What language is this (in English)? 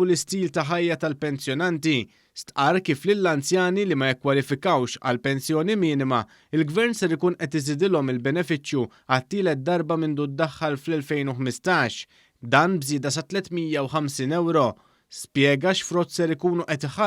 Maltese